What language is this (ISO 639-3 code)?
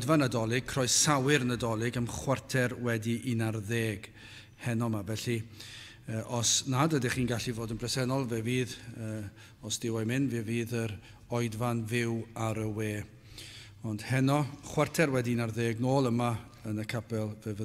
cym